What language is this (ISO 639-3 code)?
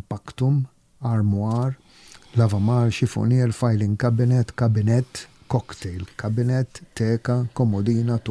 mlt